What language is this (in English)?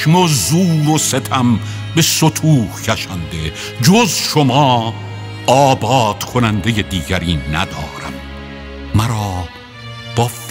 Persian